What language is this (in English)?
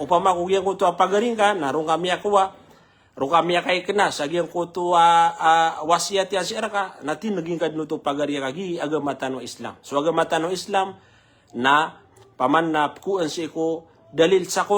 Maranao